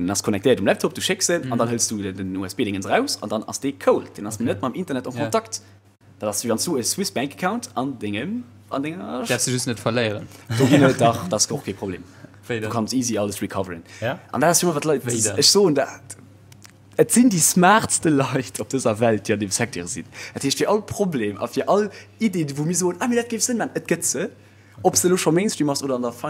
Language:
Luxembourgish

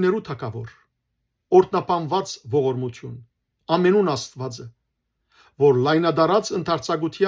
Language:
Western Armenian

